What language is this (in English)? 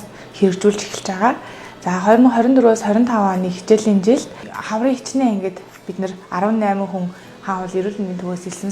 Mongolian